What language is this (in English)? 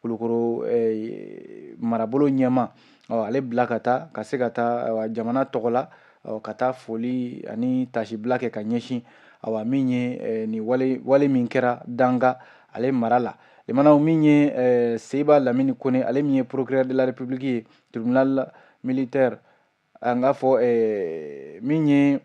Bambara